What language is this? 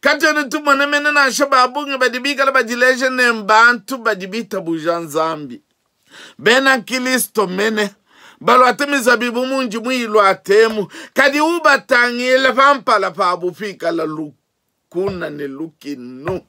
Luba-Lulua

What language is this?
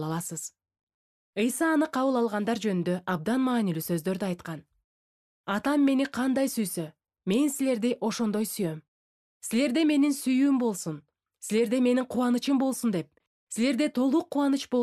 Kyrgyz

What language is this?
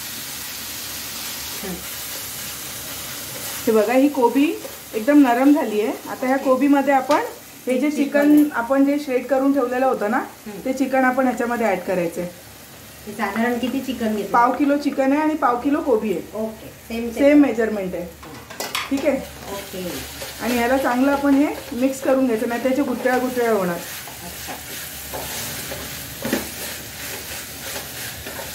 Marathi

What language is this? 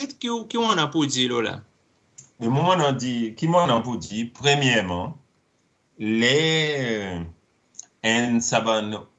Seselwa Creole French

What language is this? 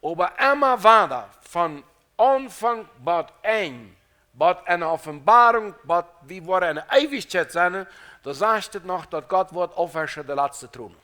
Plautdietsch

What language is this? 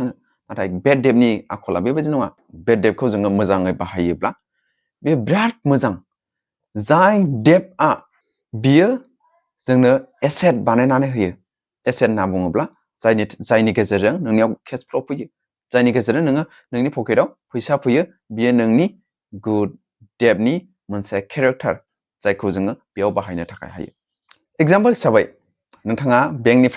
Bodo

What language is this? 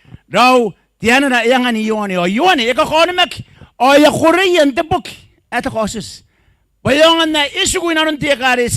Gilbertese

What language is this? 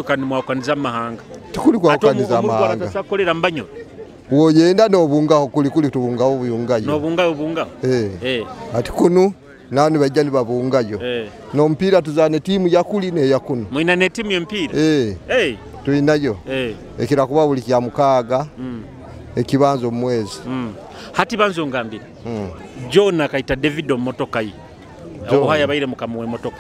Nyoro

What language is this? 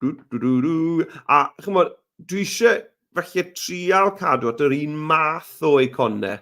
Welsh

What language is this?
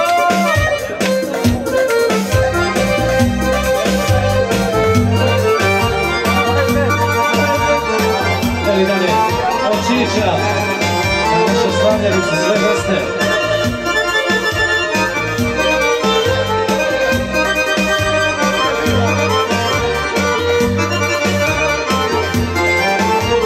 Serbian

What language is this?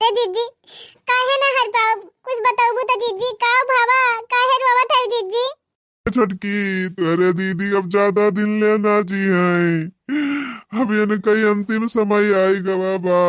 Awadhi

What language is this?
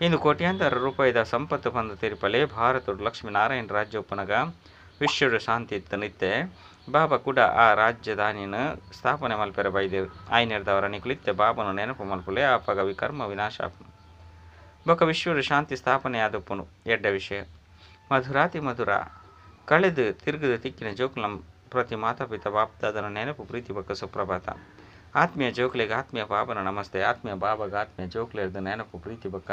Tulu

